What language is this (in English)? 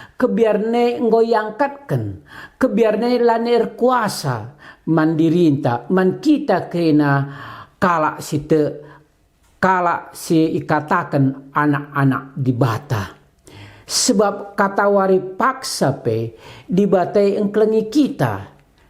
Batak Karo